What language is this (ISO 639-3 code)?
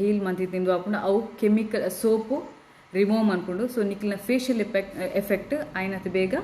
tcy